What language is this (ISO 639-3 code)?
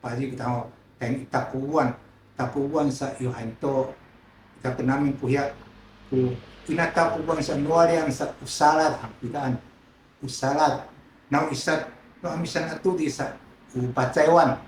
szy